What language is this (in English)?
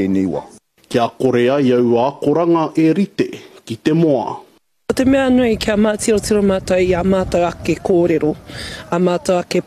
Māori